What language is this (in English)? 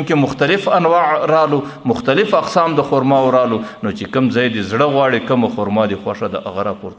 Pashto